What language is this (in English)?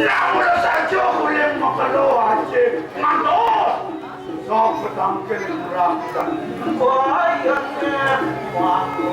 Balinese